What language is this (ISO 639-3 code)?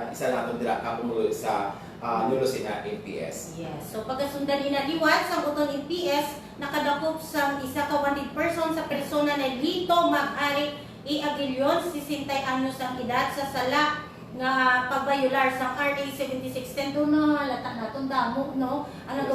hil